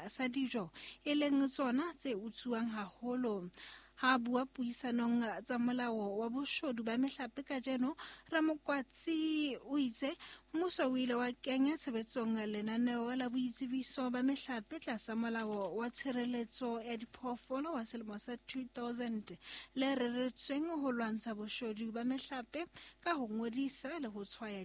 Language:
Southern Sotho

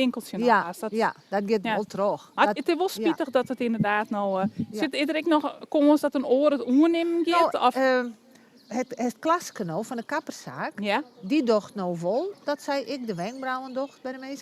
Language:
Western Frisian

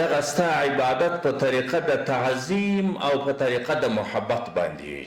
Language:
Pashto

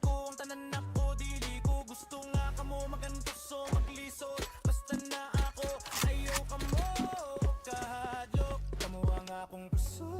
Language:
Cebuano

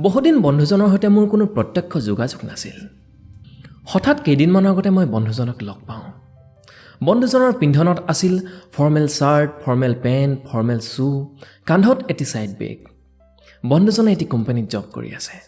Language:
Assamese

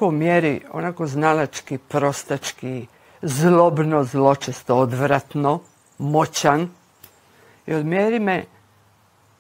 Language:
Croatian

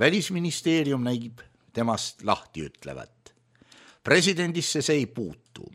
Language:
Estonian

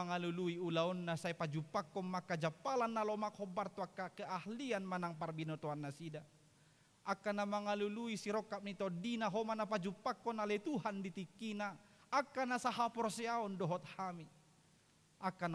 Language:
Batak Toba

